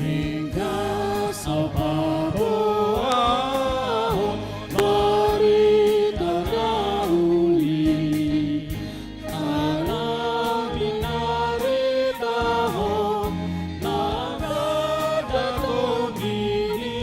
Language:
Batak Toba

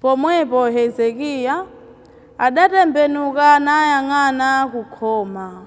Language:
Nyanja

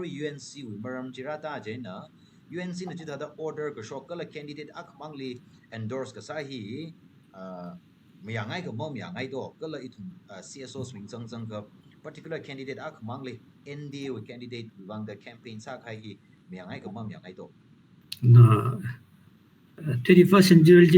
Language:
Tangkhul Naga (India)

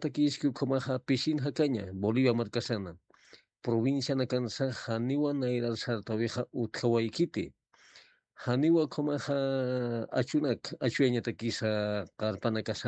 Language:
Aymara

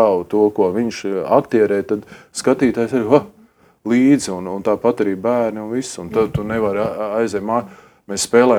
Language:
Latvian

